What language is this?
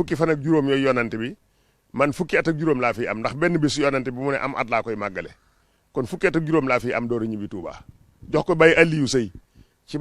Wolof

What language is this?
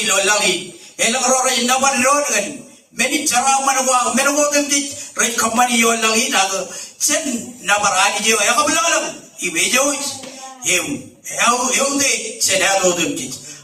Marshallese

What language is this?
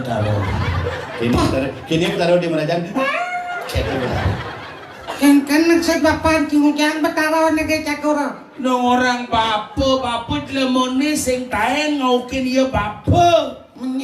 Balinese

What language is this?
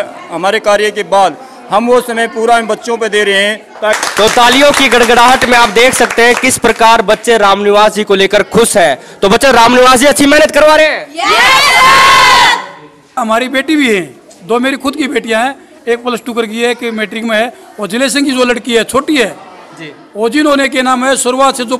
Hindi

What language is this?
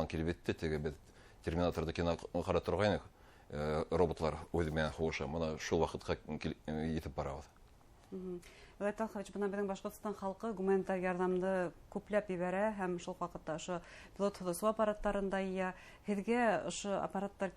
Bashkir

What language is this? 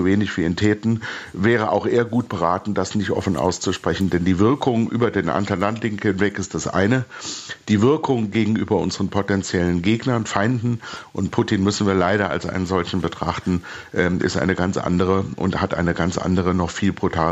German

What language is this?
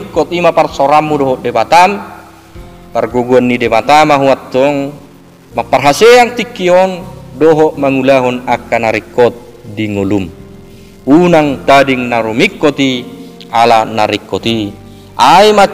Batak Toba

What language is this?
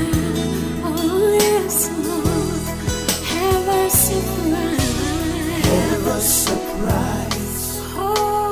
Fijian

